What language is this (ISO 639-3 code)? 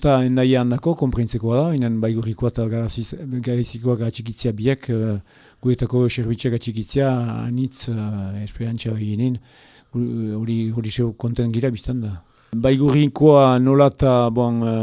eus